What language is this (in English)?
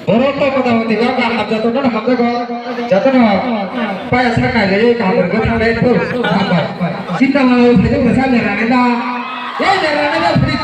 Kok Borok